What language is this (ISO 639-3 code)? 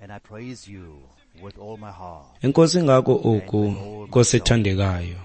xho